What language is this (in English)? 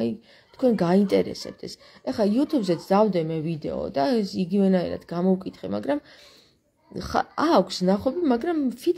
Georgian